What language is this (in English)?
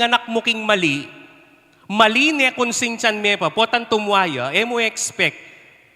Pampanga